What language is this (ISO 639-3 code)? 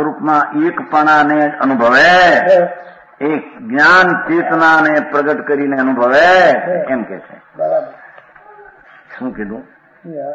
guj